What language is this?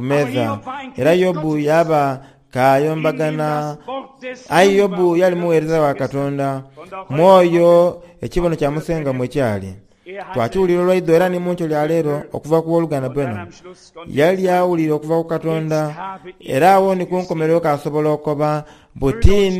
Soga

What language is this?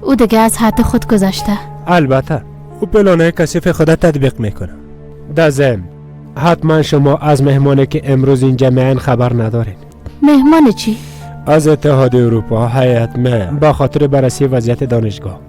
Persian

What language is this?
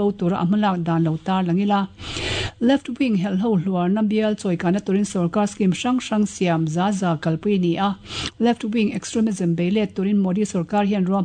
Mizo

